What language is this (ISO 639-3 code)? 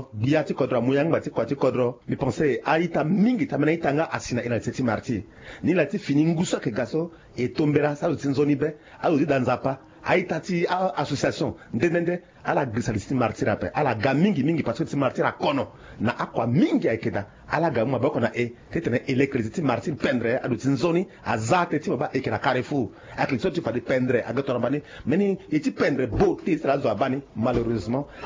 sag